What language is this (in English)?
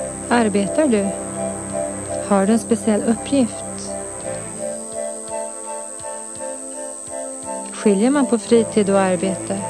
Swedish